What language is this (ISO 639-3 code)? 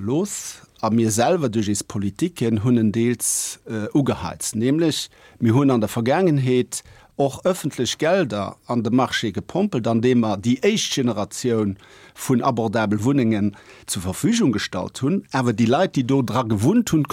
ltz